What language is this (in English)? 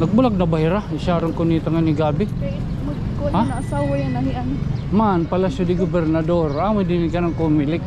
Waray